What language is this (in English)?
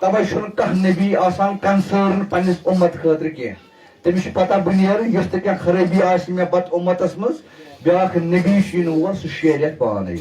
Kashmiri